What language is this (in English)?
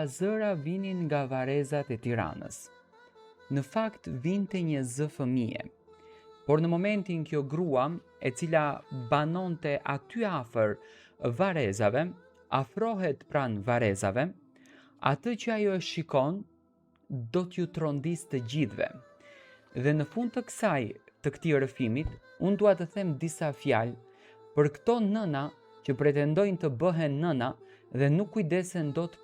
Albanian